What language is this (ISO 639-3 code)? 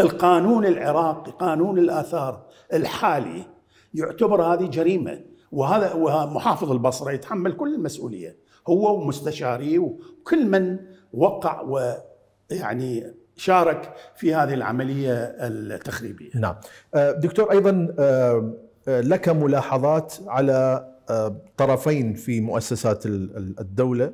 acm